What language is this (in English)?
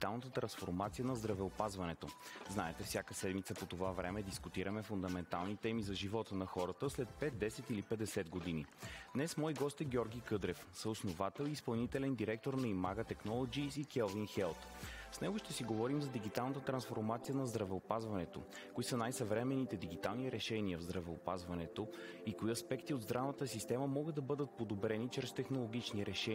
Bulgarian